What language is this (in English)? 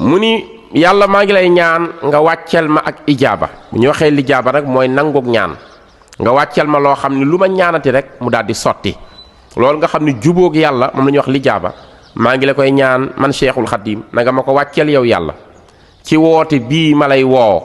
Wolof